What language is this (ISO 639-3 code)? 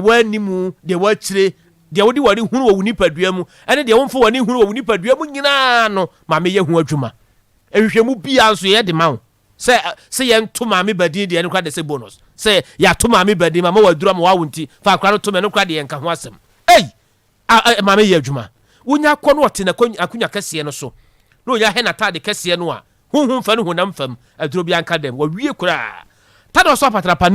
aka